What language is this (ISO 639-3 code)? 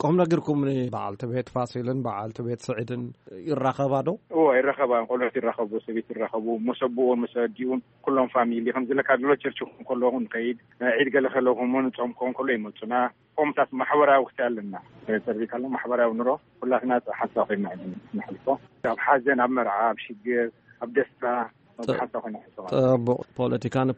tir